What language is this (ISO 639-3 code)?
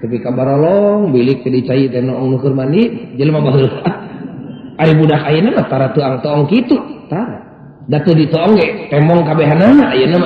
sun